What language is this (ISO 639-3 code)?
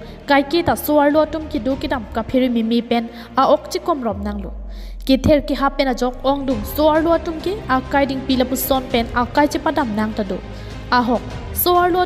mjw